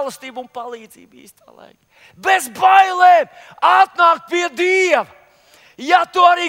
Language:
Latvian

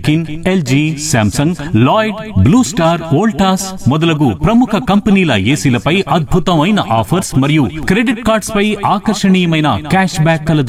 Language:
Telugu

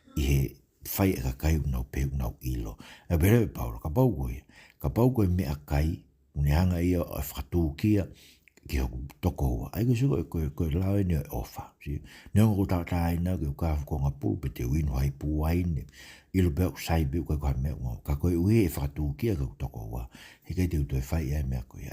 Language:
Tongan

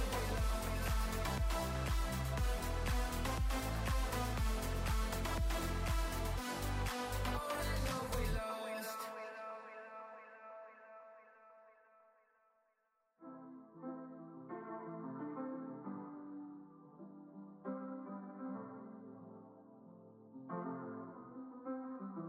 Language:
English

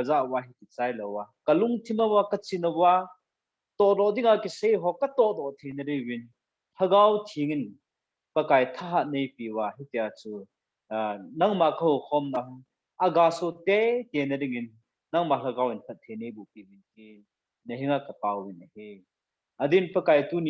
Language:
Thado Chin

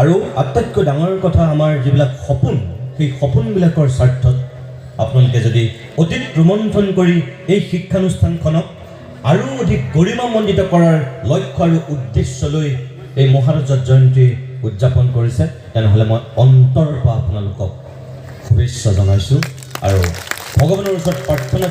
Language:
Assamese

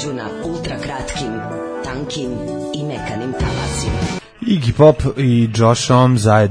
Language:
Serbian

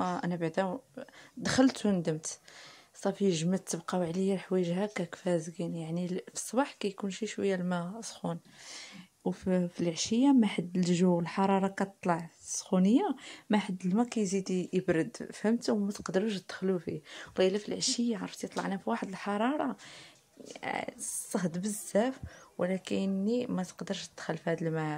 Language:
Moroccan Arabic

